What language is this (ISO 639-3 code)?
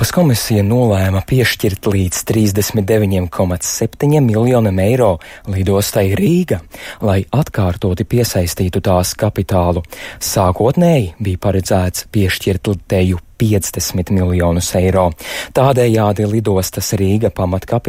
lav